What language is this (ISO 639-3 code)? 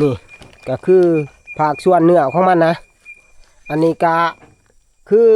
tts